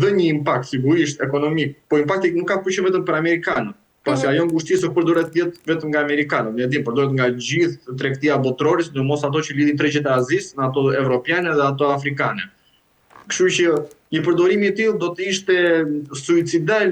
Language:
Albanian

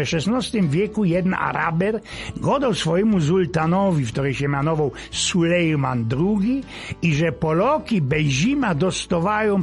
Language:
Silesian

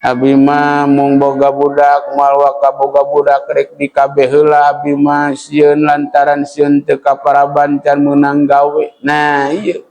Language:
Sundanese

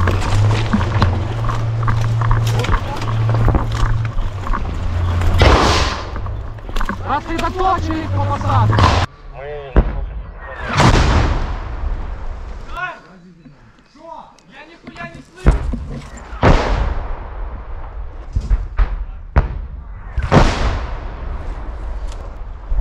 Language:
Russian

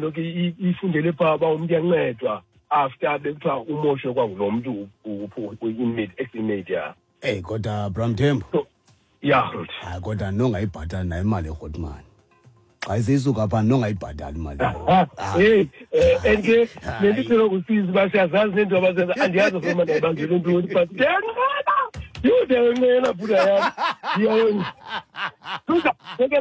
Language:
Xhosa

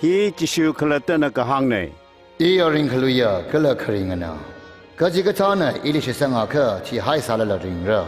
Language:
Tangkhul Naga (India)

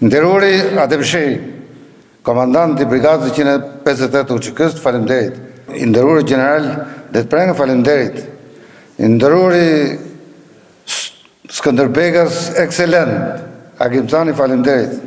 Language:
Albanian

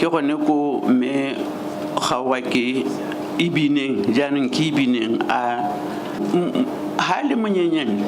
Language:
Tswana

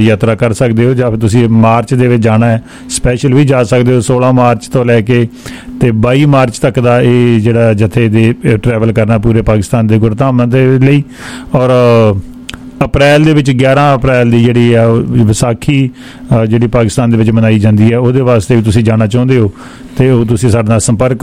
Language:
Punjabi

